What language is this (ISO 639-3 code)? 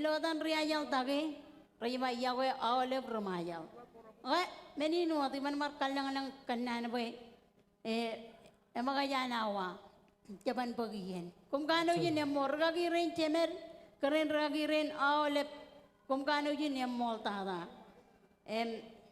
mah